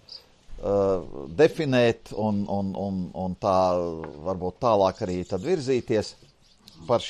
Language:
Latvian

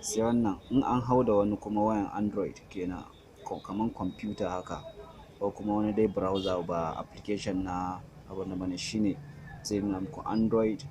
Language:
Hausa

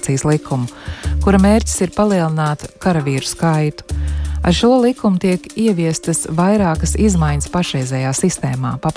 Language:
Latvian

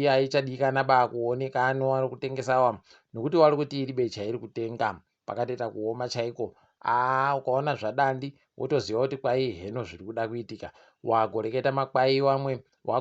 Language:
Ndau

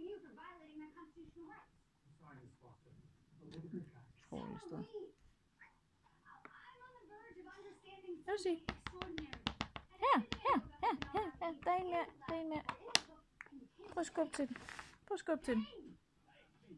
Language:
Danish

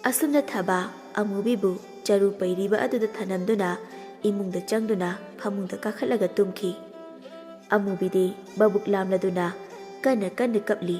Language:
Manipuri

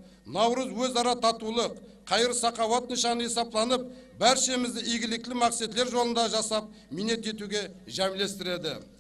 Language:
Kara-Kalpak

